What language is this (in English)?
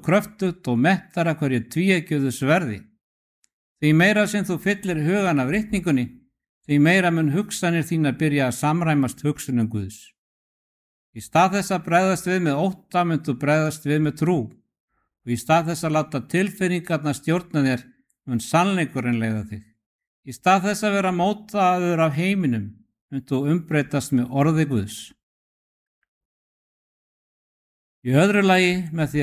Icelandic